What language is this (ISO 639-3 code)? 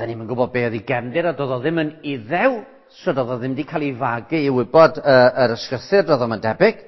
cym